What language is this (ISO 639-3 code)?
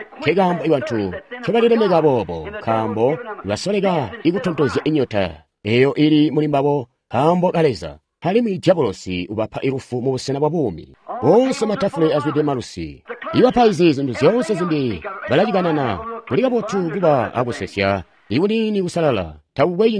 toi